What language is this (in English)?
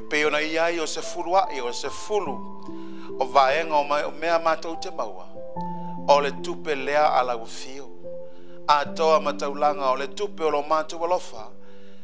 Samoan